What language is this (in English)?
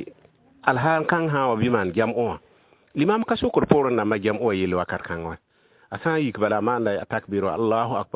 Mossi